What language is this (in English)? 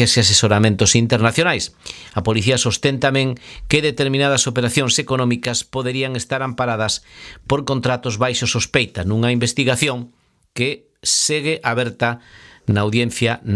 Galician